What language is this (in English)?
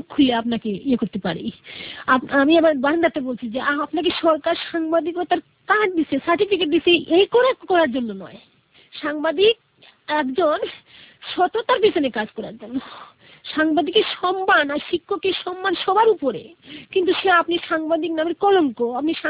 Bangla